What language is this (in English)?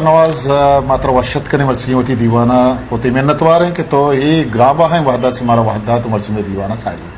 Eastern Balochi